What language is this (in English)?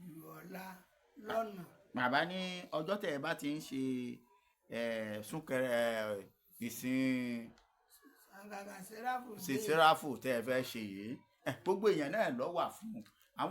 Yoruba